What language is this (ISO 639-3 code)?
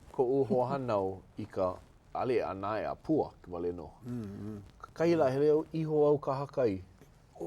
haw